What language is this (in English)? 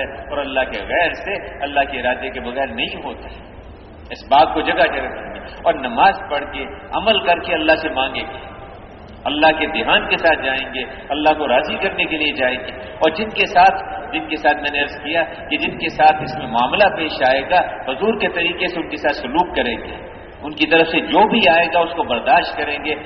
Urdu